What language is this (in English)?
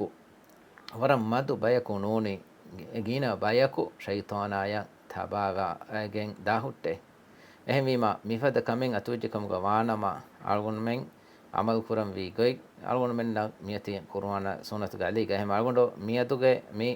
Divehi